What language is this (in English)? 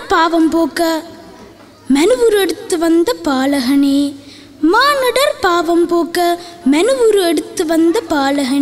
Tamil